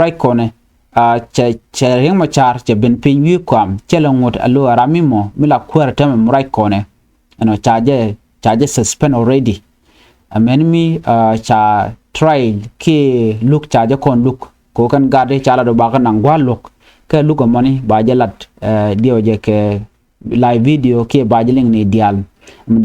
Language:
Nuer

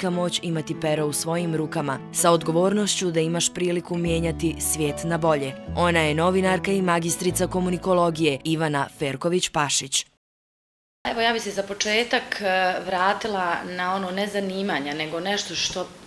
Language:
Bosnian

